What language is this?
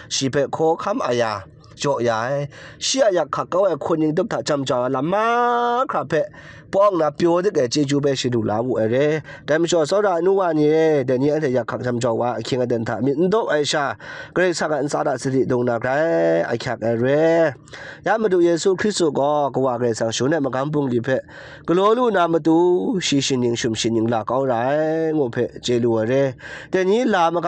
Kachin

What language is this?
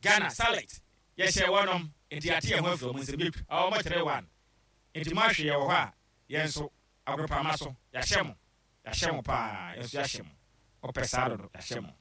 Akan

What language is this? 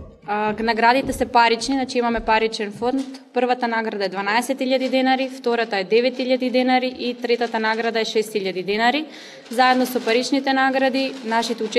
Macedonian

